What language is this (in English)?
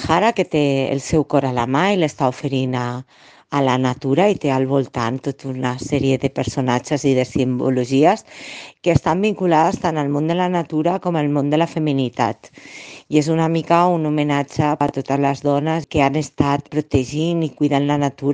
Catalan